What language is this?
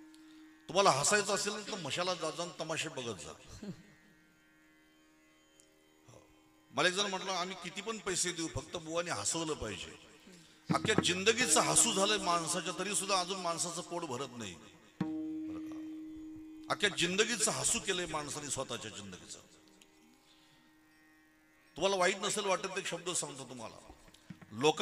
Marathi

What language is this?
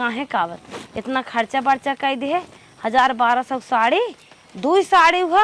Awadhi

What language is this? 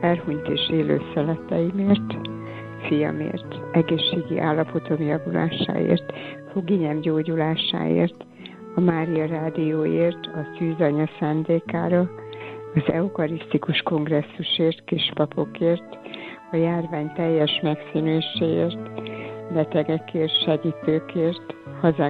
Hungarian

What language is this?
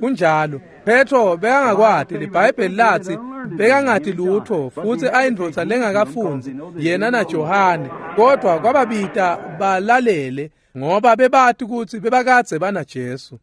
Swati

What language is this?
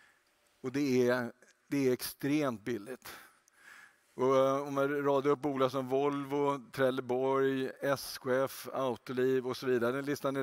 Swedish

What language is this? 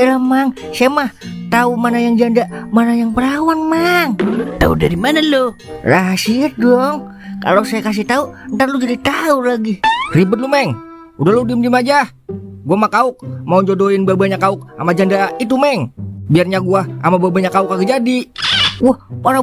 Betawi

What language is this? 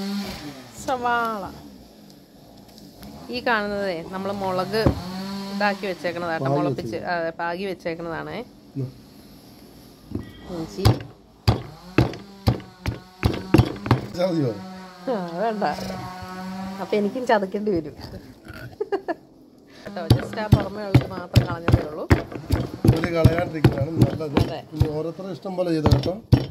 Malayalam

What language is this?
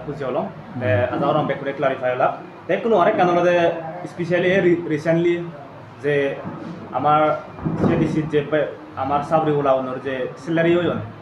Chakma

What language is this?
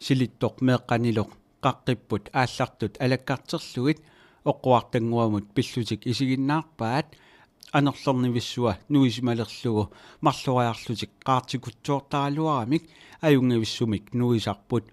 Kalaallisut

